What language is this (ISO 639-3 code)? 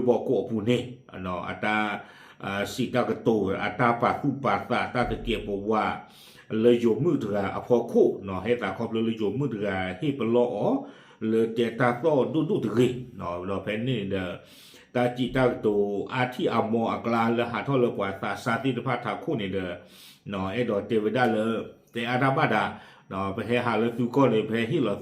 ksw